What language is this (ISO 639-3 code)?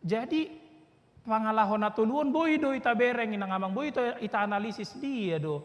bbc